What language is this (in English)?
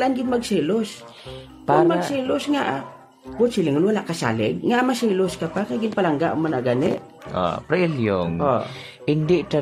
Hiligaynon